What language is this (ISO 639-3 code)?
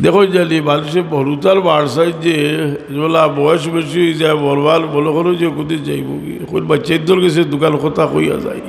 syl